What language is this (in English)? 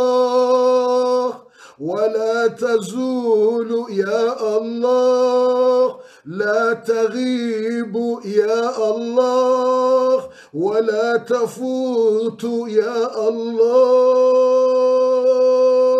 Arabic